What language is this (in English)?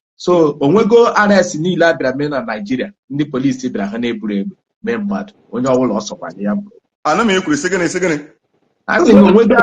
Igbo